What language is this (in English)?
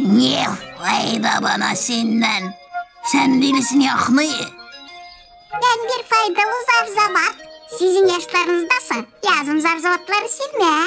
Gagauz